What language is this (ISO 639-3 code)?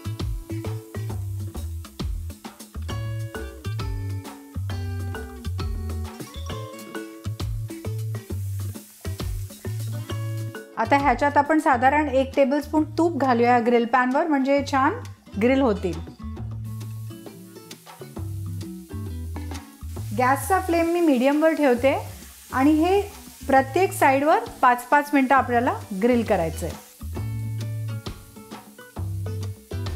mar